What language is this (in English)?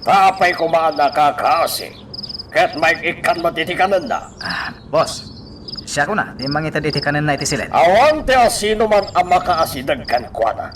Iloko